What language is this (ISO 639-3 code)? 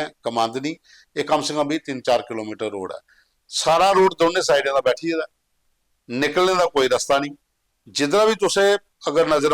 doi